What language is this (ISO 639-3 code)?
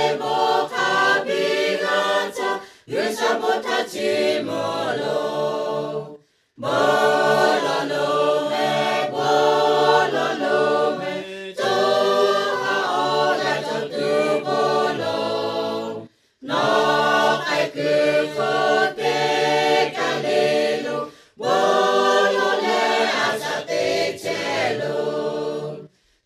lhu